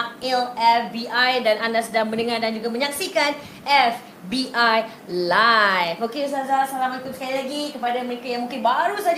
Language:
Malay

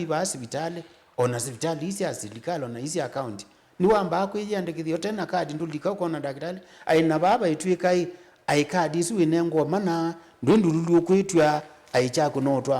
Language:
Kamba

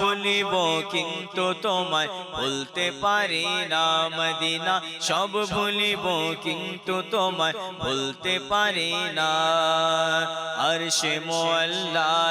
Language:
Bangla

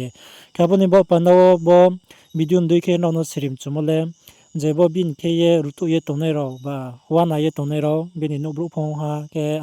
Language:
Riang (India)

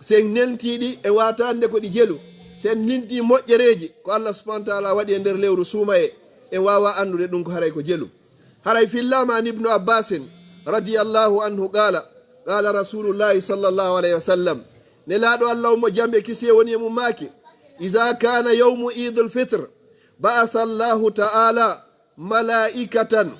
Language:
Fula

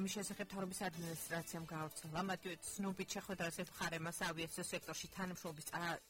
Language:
Georgian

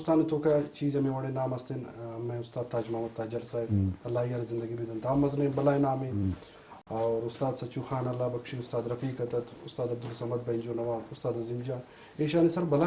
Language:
Eastern Balochi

